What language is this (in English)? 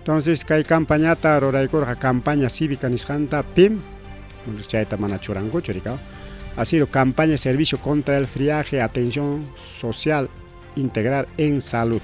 Ayacucho Quechua